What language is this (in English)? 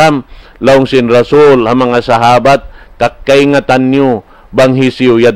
Tausug